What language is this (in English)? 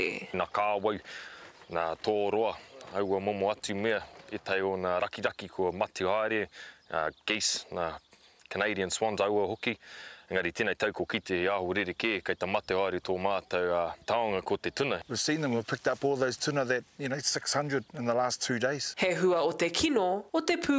Māori